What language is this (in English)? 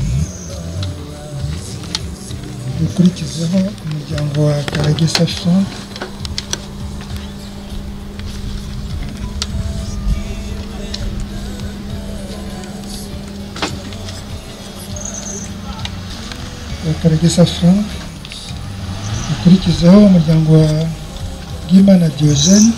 Kinyarwanda